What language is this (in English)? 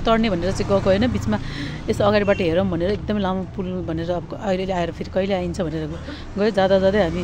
Nepali